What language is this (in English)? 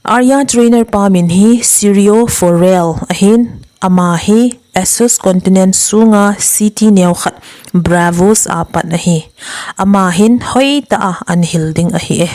Thado Chin